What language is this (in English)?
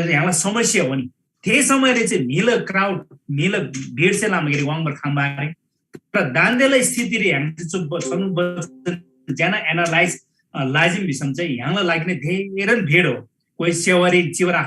Eastern Tamang